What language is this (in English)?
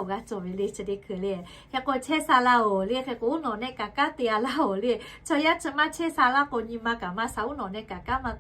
Lahu